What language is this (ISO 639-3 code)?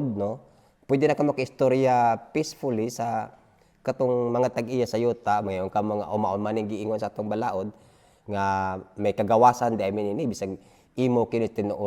ceb